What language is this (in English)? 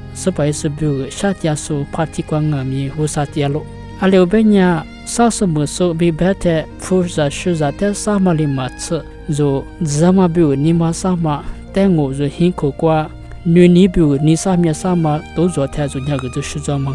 Lisu